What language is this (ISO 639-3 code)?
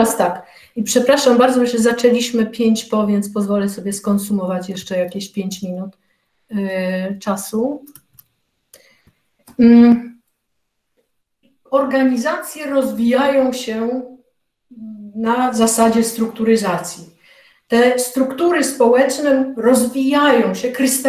pol